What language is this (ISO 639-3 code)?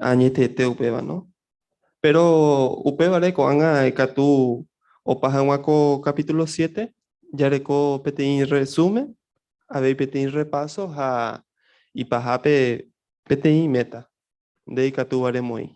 grn